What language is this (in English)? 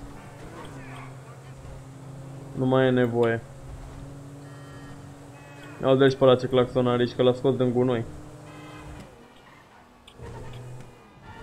Romanian